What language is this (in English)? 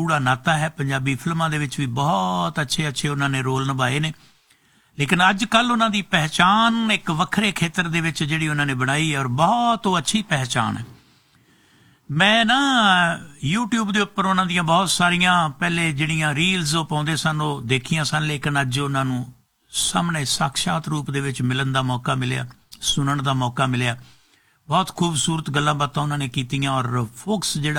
Punjabi